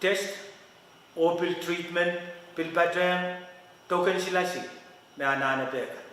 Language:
Pohnpeian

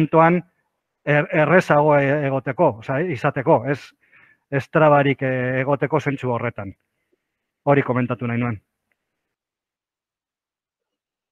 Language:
Basque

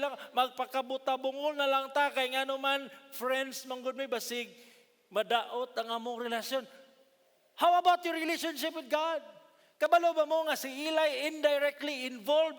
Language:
Cebuano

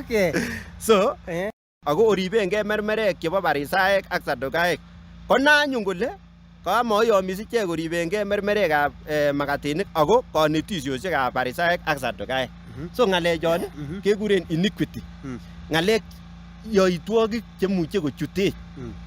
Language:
Kalenjin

